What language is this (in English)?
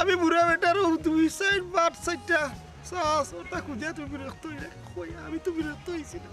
Sylheti